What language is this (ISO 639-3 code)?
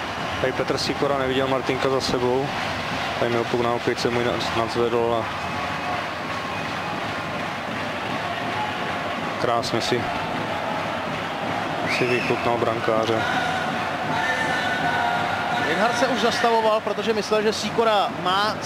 ces